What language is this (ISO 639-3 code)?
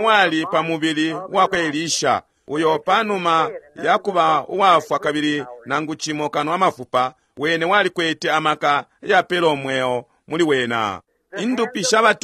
bem